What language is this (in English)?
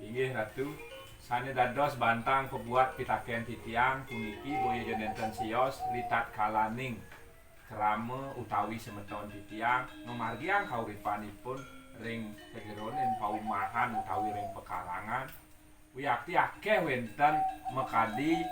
Balinese